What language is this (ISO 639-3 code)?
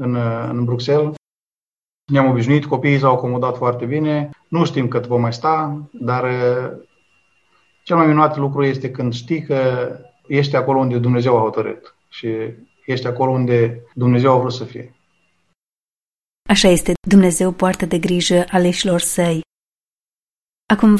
ron